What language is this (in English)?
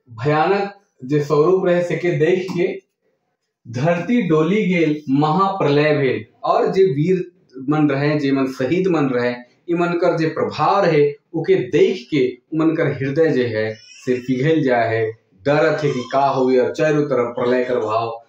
Sadri